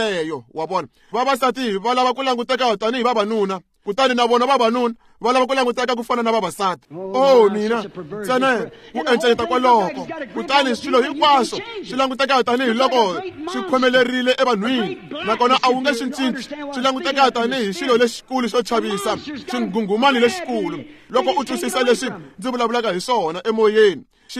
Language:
Tsonga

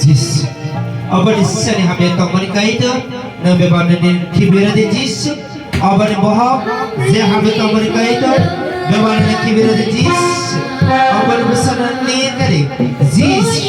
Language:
Kok Borok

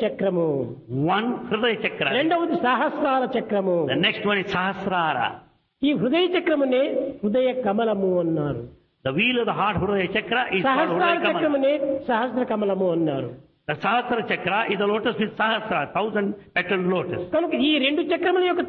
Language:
Telugu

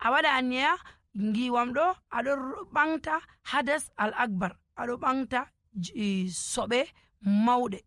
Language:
Nigerian Fulfulde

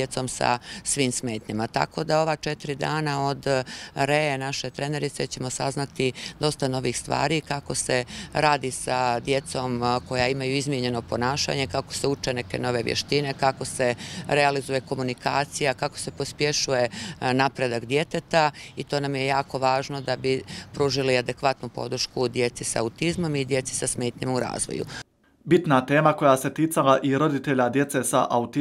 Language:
Croatian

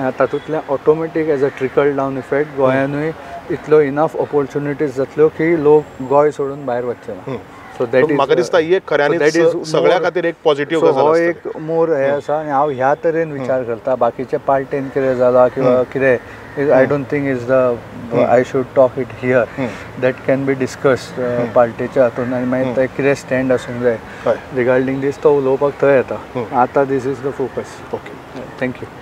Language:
Konkani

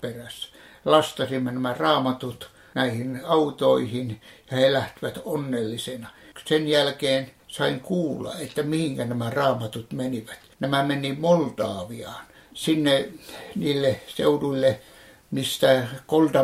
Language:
Finnish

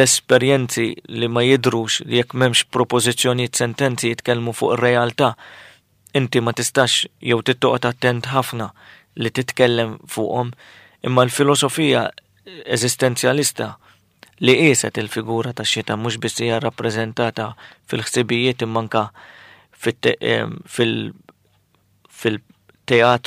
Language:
Maltese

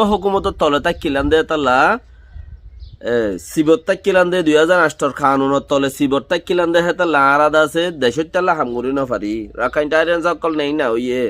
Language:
Rohingya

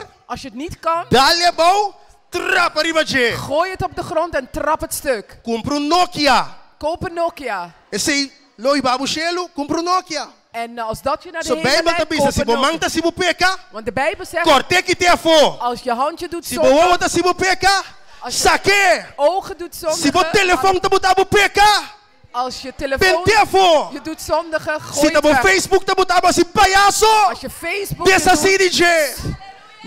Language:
Papiamento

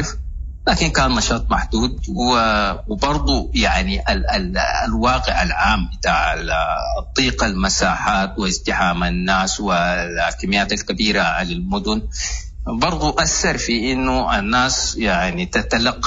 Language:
Sudanese Arabic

